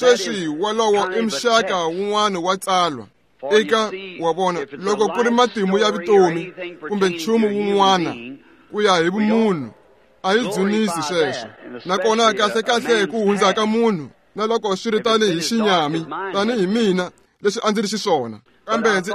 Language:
Tsonga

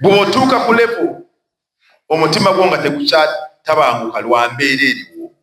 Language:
Ganda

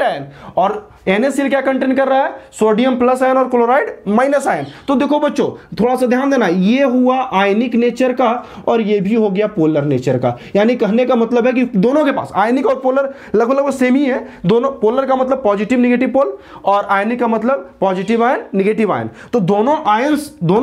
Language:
Hindi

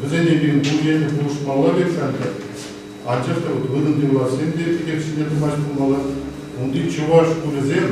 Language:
Chuvash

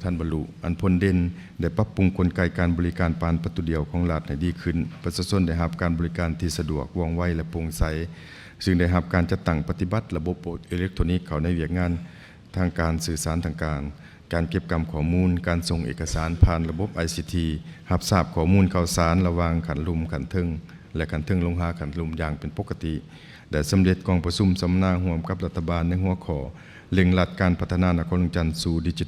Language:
Lao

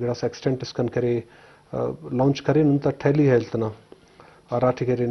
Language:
Eastern Balochi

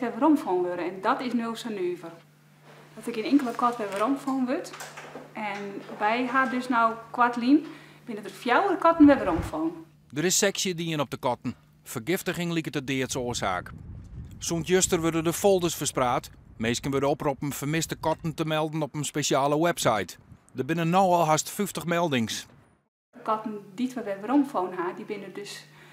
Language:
Western Frisian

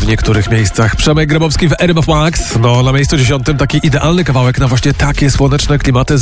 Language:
Polish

